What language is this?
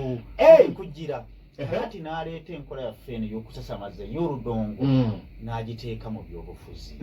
Ganda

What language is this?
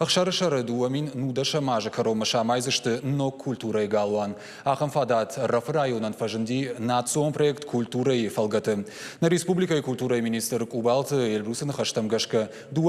Ossetic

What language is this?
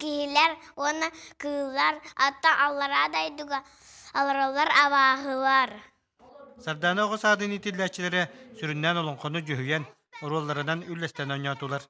Yakut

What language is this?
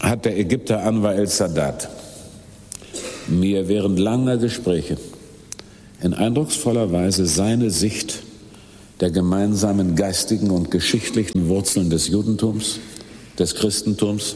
German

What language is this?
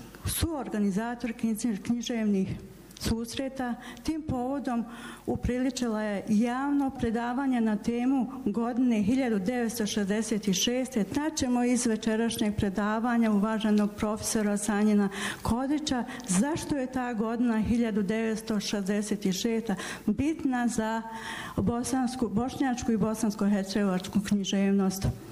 Bosnian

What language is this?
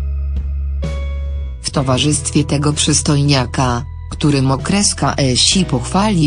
Polish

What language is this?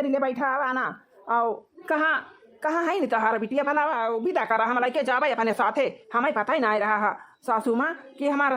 Awadhi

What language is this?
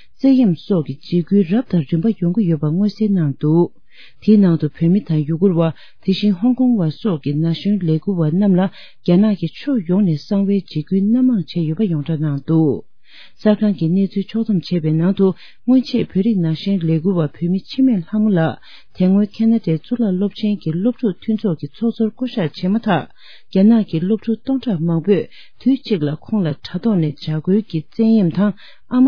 Tibetan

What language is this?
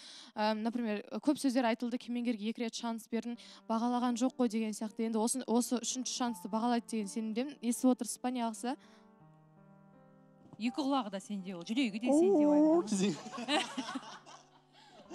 Kazakh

